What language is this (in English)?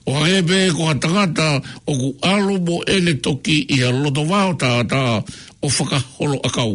Tongan